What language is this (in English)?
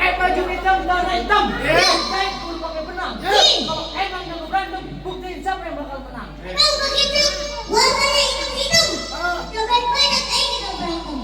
Betawi